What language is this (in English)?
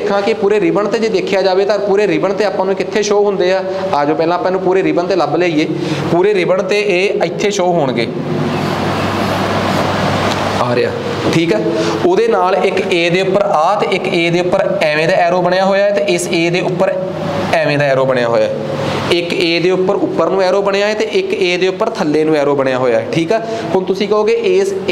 Punjabi